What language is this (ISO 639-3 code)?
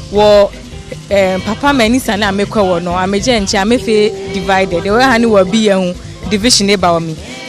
gaa